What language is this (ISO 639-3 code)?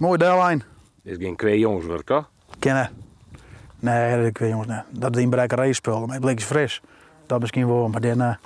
fry